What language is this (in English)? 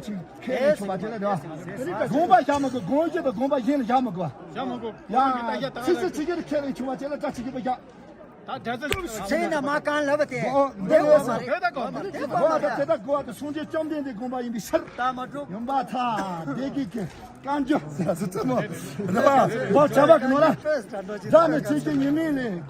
Tibetan